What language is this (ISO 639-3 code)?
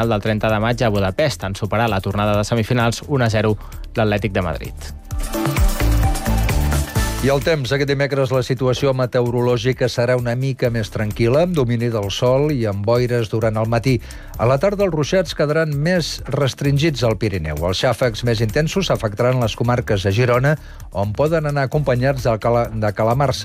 cat